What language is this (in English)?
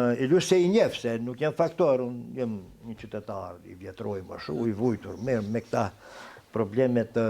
Albanian